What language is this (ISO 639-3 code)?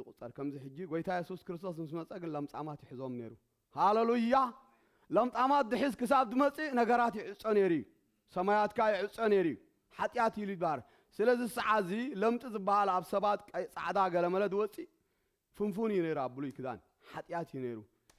tir